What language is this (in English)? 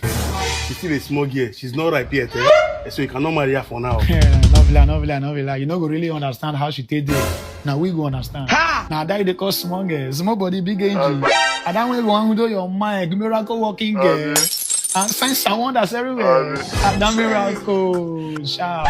Nigerian Pidgin